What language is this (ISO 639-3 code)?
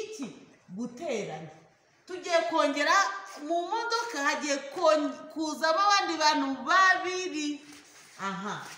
kin